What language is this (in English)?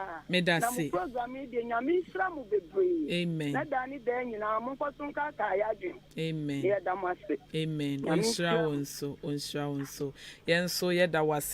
Akan